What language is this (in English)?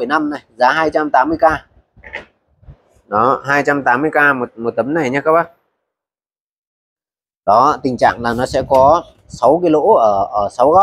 Vietnamese